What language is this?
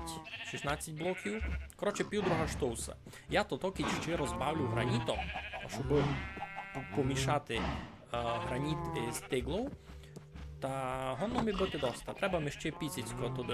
Rusyn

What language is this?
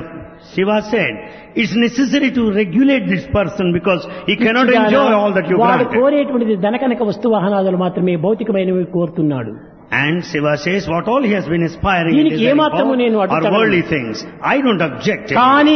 Telugu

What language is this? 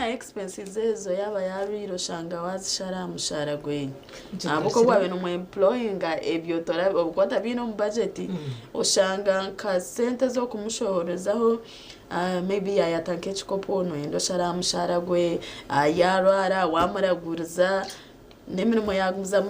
Nyankole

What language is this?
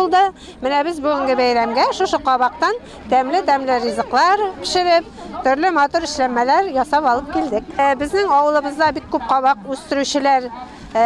Tatar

